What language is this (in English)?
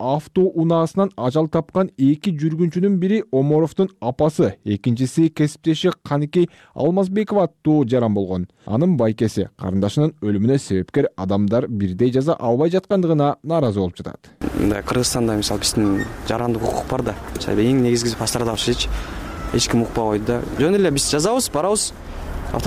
Kyrgyz